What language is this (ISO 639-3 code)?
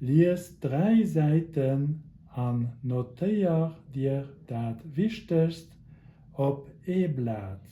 ltz